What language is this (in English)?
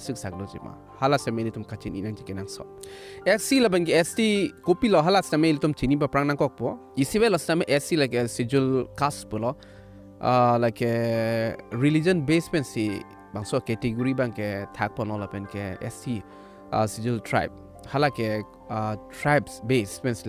Karbi